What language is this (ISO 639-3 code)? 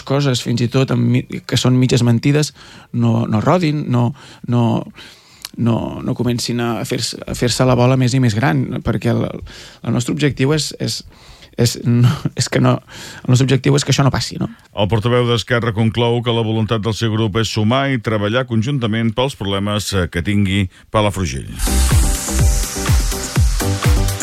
cat